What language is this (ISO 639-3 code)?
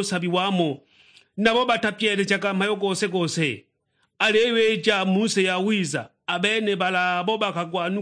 suk